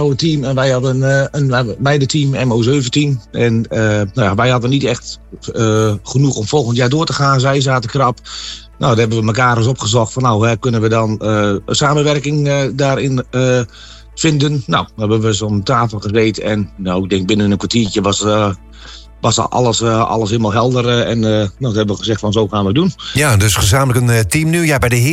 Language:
Dutch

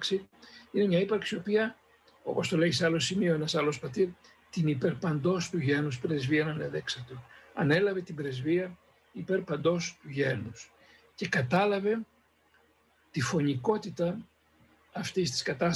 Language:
Greek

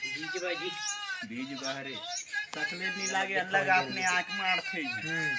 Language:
Chhattisgarhi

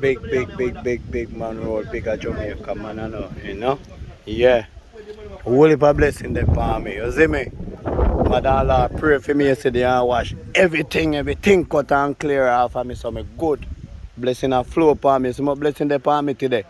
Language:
Jamaican Creole English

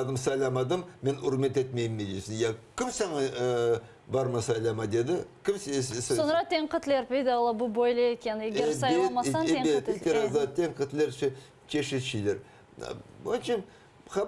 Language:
Crimean Tatar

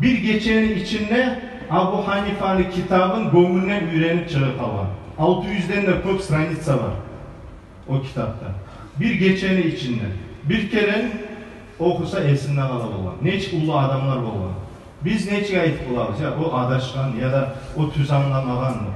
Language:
Kumyk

